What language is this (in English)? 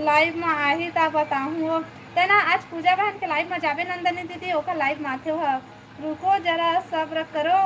Chhattisgarhi